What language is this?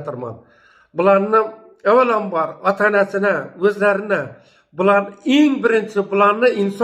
Uzbek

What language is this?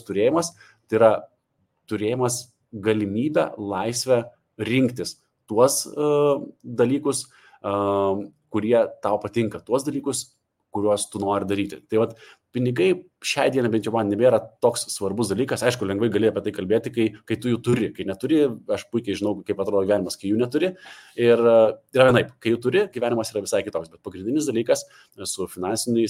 Lithuanian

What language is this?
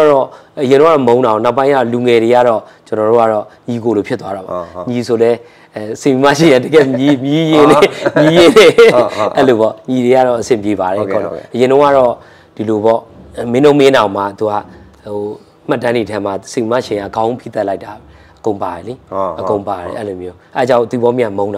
Burmese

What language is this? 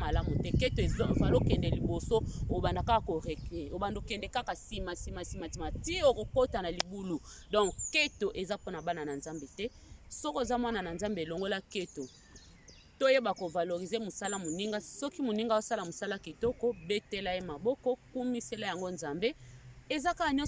Lingala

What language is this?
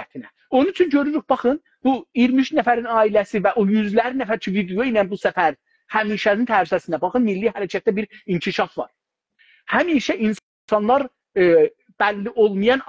South Azerbaijani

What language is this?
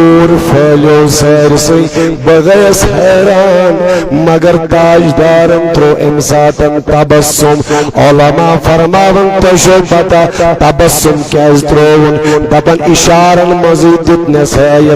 Kashmiri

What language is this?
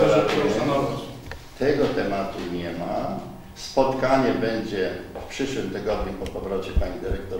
Polish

